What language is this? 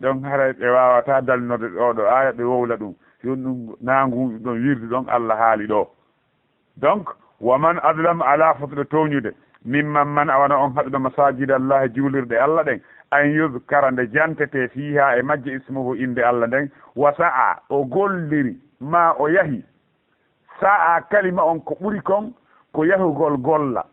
Fula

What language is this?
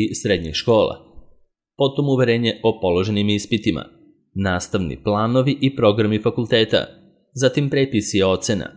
Serbian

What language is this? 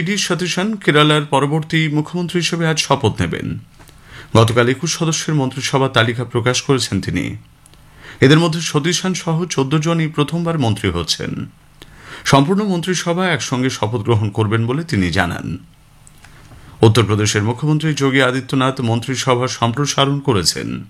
Bangla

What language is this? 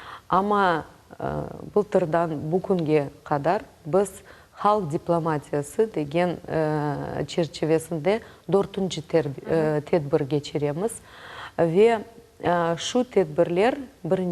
Crimean Tatar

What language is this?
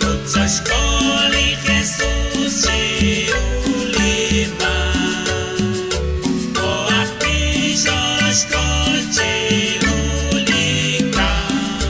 Kekchí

